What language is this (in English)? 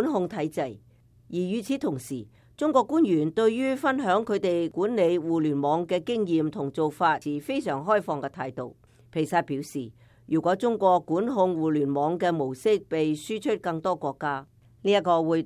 Cantonese